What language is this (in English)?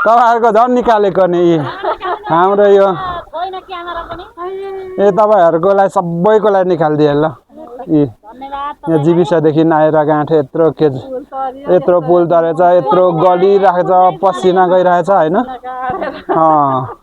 Nepali